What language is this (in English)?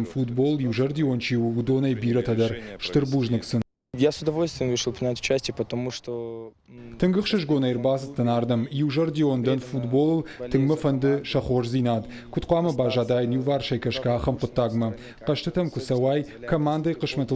Ossetic